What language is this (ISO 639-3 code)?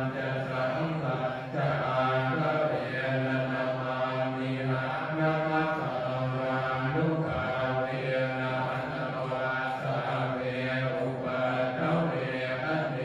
pli